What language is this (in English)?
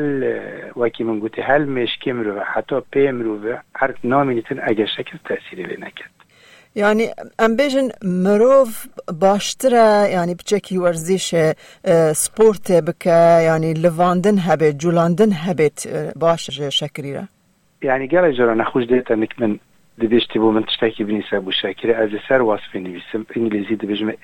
Kurdish